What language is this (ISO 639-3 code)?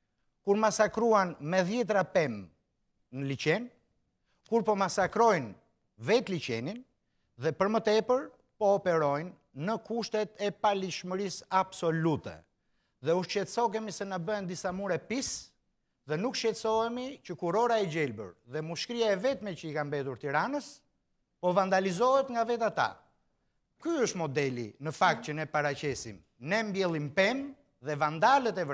sqi